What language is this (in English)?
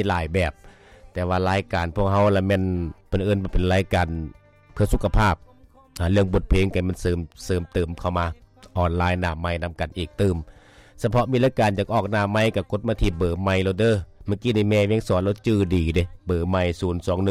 Lao